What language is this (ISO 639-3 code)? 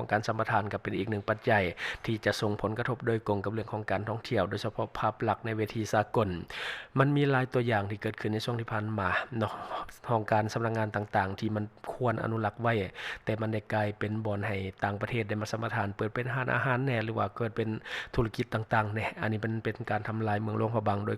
lao